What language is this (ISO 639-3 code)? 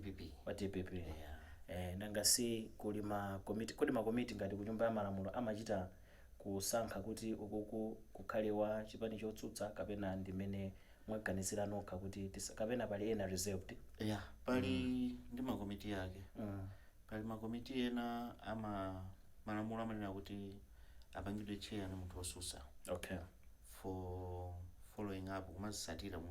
nya